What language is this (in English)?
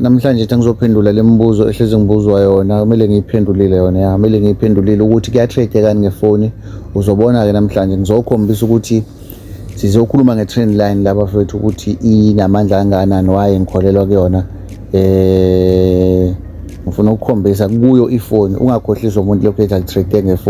Zulu